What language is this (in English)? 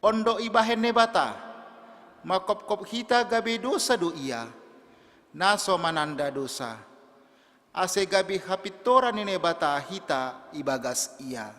Batak Simalungun